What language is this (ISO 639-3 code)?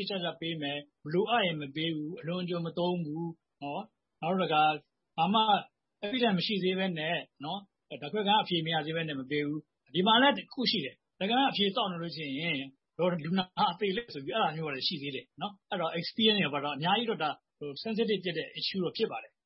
mya